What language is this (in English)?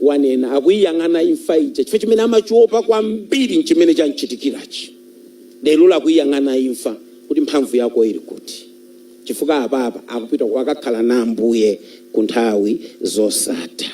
Nyanja